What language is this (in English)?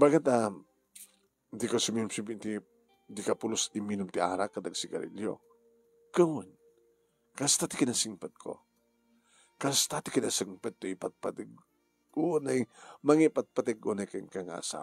Iloko